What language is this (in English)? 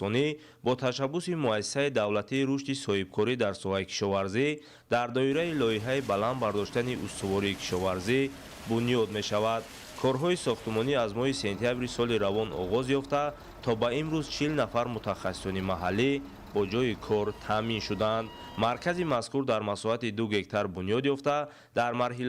Tajik